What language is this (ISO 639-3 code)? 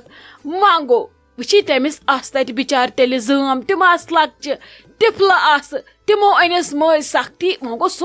kas